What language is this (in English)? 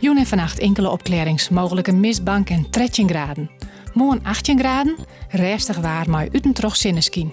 Western Frisian